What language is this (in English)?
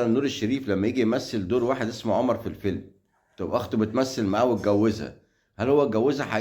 Egyptian Arabic